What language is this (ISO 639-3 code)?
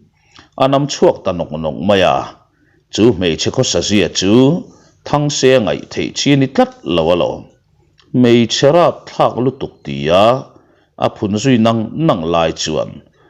lus